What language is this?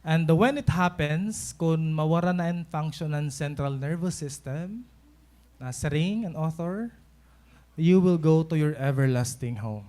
Waray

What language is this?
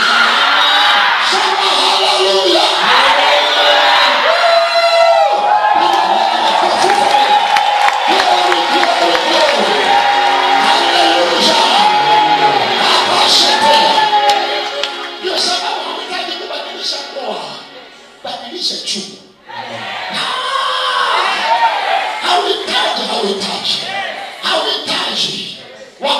Swahili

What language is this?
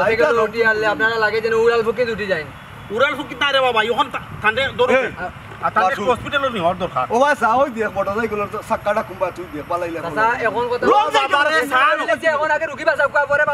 Sylheti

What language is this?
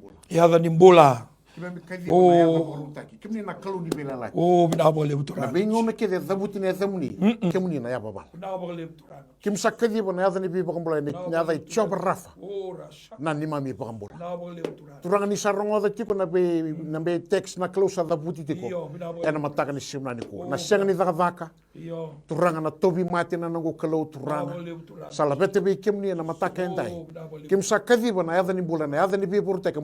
Fijian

